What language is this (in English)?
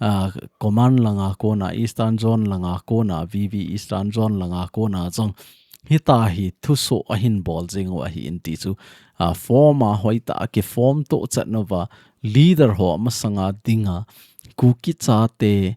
Thado Chin